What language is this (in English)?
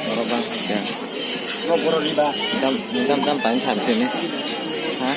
Kok Borok